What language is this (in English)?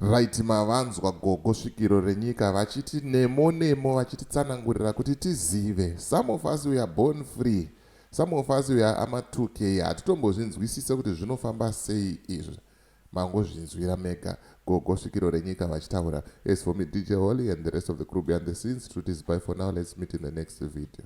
Shona